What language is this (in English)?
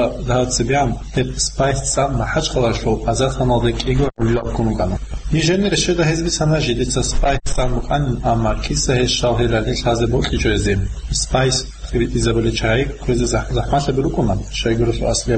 Avaric